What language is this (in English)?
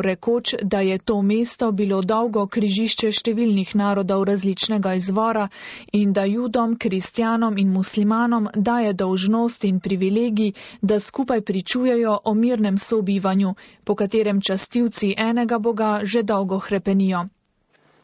Slovenian